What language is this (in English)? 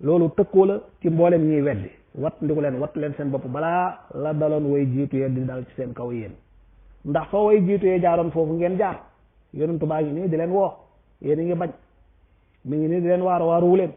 Wolof